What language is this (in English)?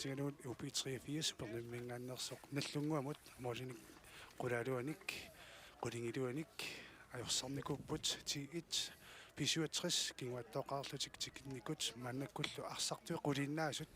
Kalaallisut